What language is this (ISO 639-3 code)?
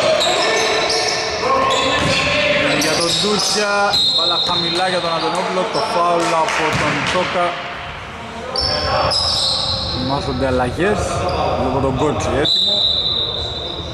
ell